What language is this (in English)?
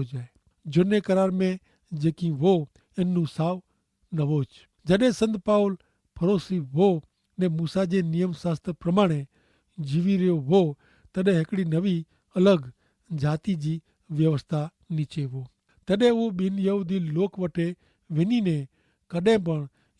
Kachhi